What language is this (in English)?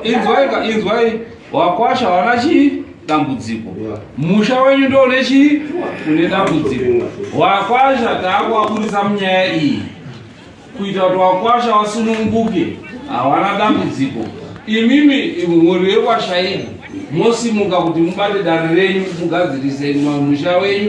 Shona